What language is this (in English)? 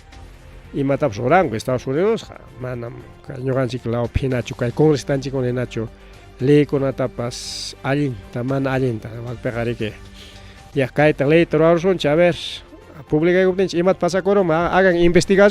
Ayacucho Quechua